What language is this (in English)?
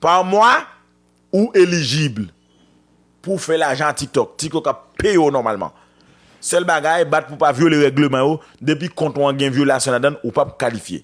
Haitian Creole